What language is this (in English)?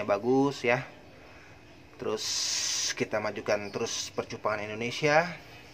Indonesian